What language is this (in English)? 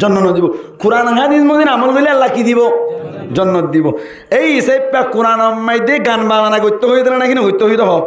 Rohingya